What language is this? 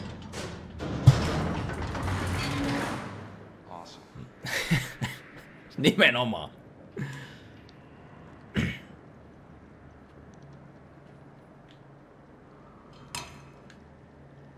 Finnish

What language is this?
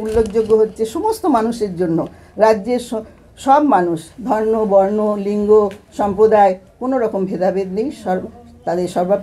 Bangla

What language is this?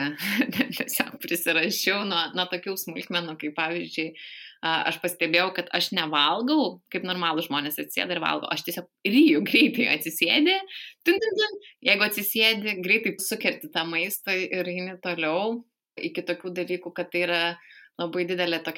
Lithuanian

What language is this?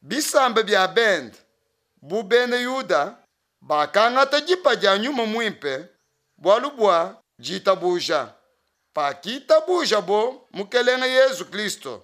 Luba-Lulua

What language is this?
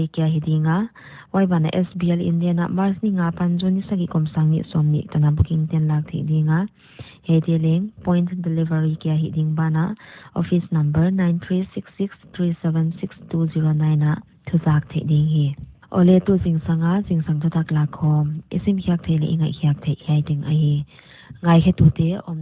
Paite Chin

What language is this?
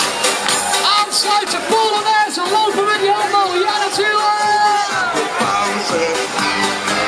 Dutch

